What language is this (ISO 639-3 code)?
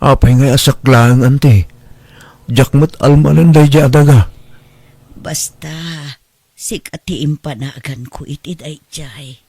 ilo